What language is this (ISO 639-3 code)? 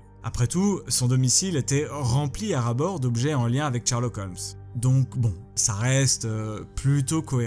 fra